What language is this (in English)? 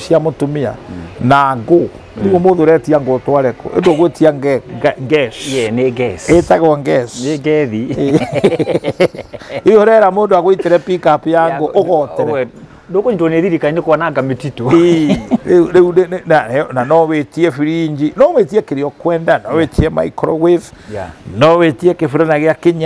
Kikuyu